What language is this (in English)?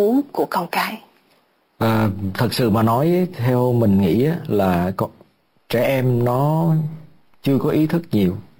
Vietnamese